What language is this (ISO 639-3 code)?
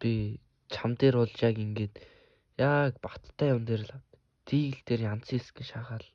mon